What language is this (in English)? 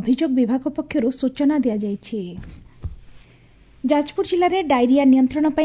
Odia